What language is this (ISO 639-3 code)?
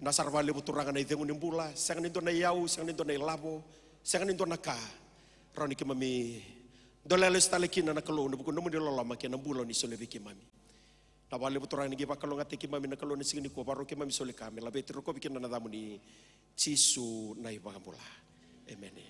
fij